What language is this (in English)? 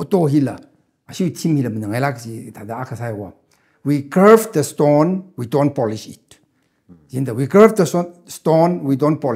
Tangkhul Naga (India)